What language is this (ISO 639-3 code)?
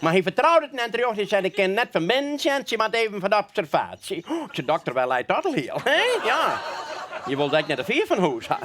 fry